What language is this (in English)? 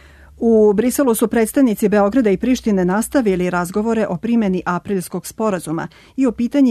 Serbian